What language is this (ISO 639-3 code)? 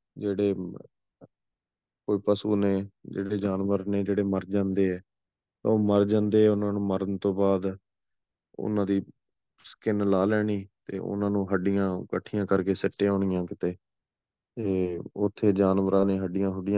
pan